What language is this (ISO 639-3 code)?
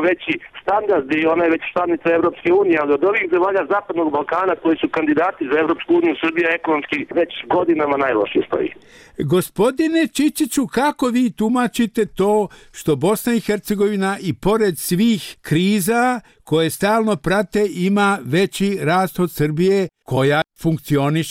bos